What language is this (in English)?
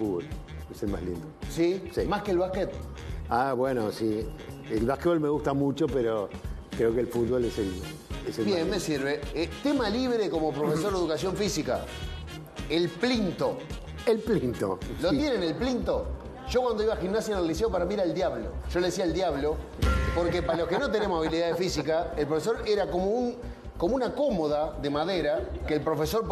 Spanish